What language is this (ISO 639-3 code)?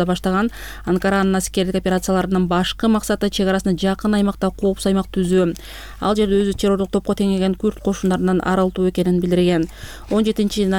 kir